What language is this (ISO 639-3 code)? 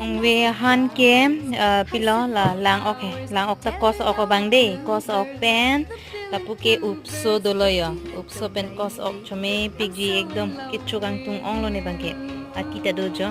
mjw